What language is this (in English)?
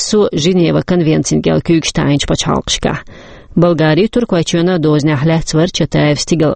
Chechen